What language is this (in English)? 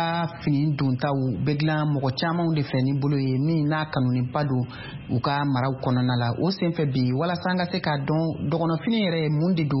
Bambara